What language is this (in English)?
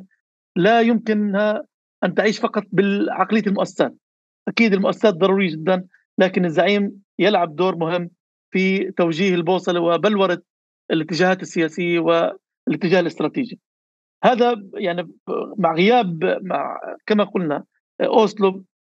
North Levantine Arabic